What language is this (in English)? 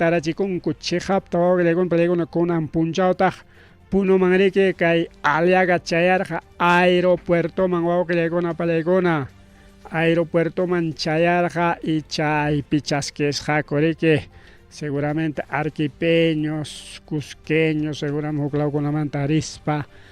Ayacucho Quechua